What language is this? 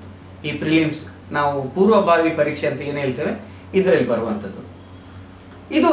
Kannada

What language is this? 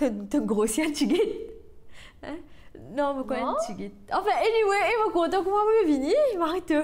Morisyen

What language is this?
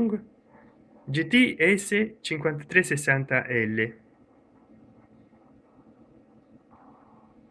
Italian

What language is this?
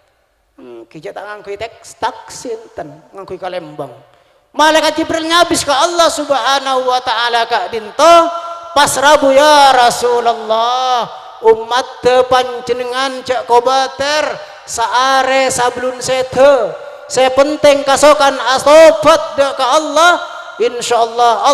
Madurese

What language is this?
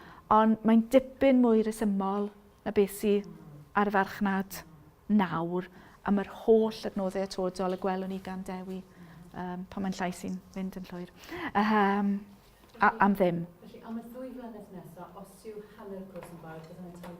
Welsh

